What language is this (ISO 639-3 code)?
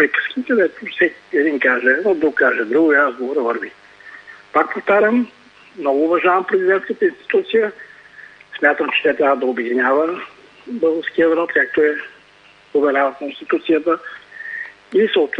bul